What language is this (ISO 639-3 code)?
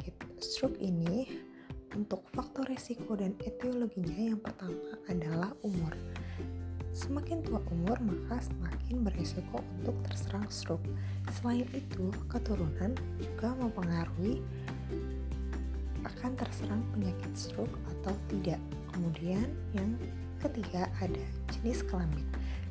ind